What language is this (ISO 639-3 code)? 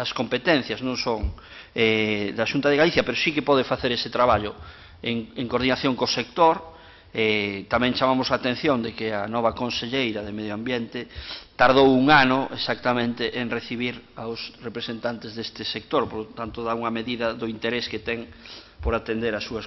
glg